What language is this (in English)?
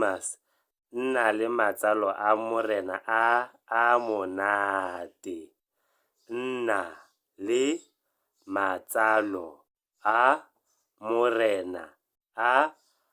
Tswana